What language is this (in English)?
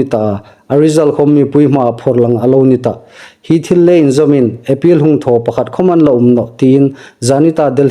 Hmar